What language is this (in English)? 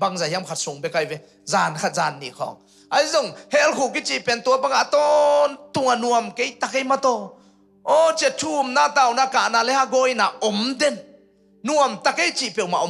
Tedim Chin